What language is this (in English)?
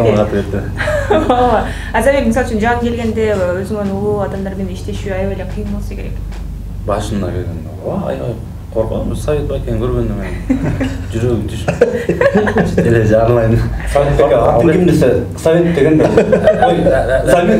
Kyrgyz